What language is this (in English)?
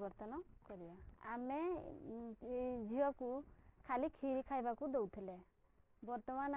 Odia